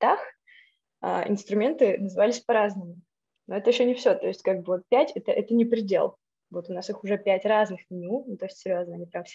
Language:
Russian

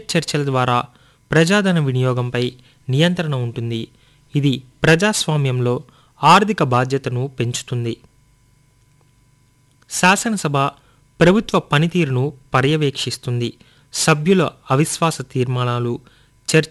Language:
Telugu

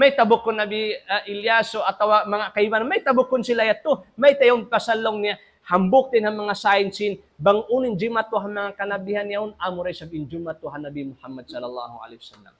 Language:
Tausug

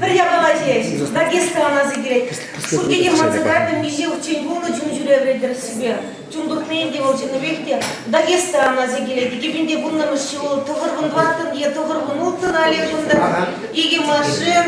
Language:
Chuvash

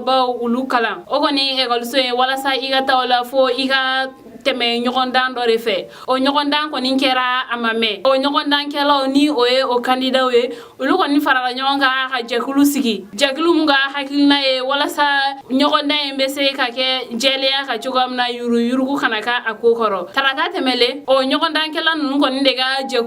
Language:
Bambara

